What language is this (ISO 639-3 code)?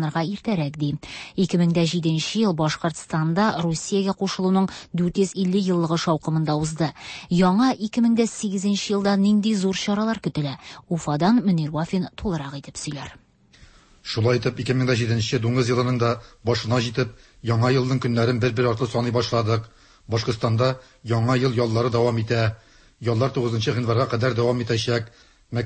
tat